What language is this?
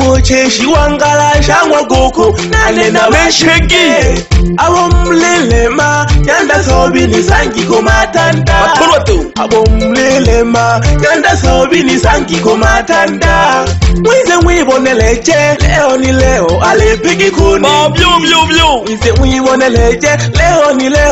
Swahili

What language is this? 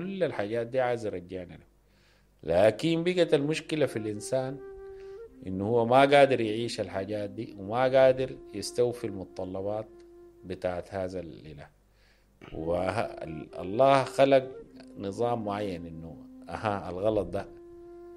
Sudanese Arabic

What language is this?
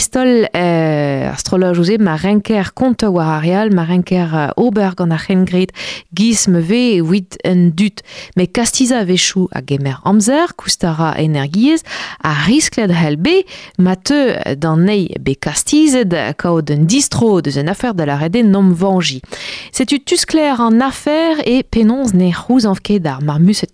Breton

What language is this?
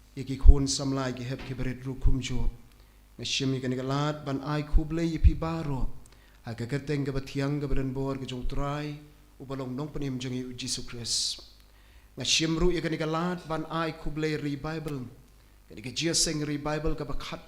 Khasi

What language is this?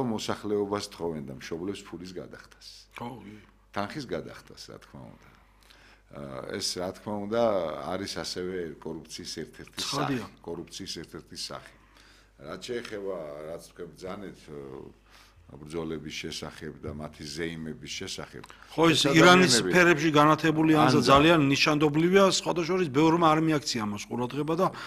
Georgian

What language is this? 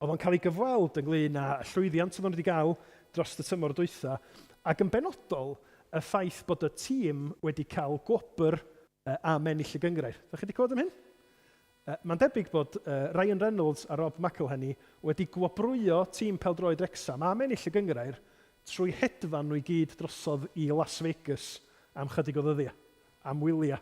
Welsh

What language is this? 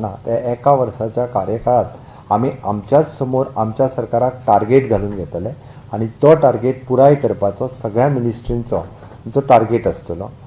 Konkani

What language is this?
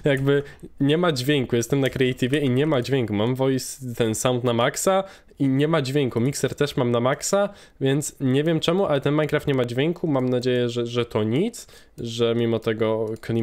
Polish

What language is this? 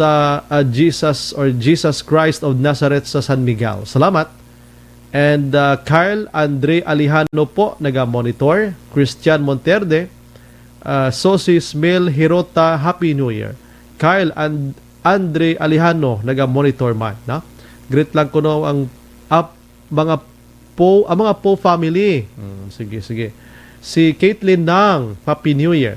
Hiligaynon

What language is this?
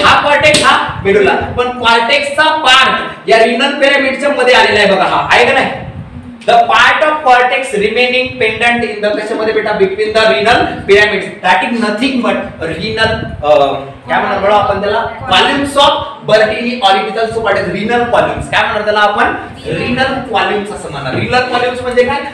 Marathi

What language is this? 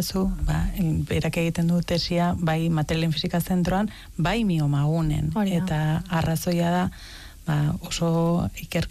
Basque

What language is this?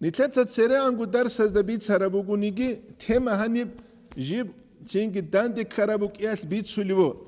Avaric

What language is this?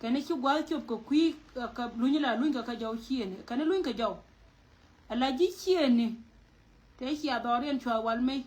Nuer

